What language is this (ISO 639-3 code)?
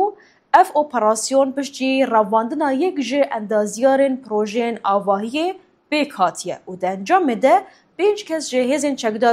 kur